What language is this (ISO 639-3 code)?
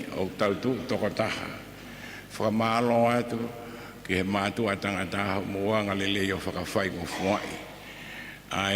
ton